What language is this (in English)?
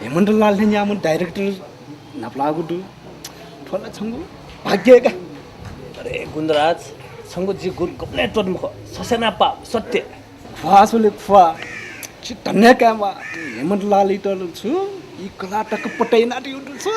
Newari